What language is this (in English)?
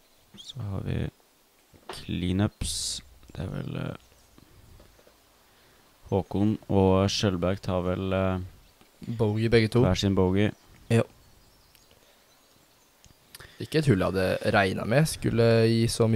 Norwegian